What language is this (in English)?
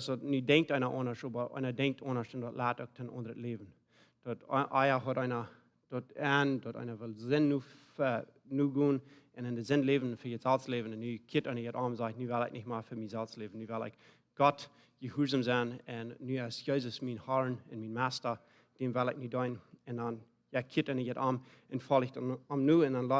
Plautdietsch